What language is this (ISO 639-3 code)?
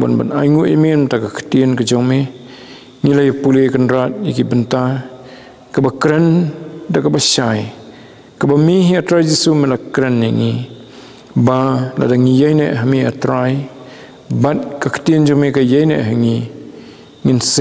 kha